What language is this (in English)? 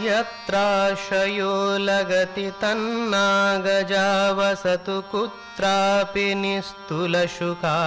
Sanskrit